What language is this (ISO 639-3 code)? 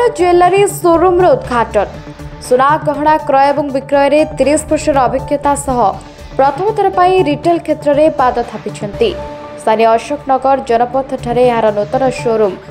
ori